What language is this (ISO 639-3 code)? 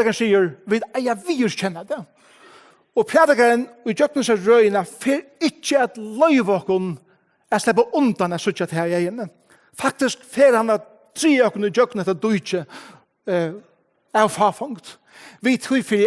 fao